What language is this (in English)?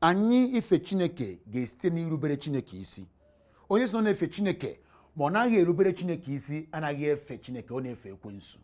Igbo